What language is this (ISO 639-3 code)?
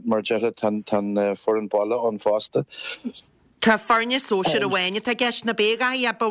gle